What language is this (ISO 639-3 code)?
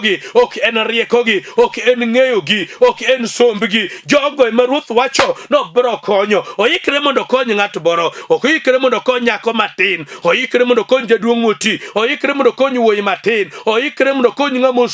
luo